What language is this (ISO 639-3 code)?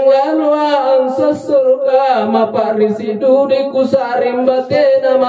mak